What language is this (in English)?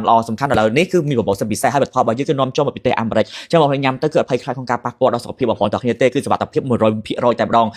Khmer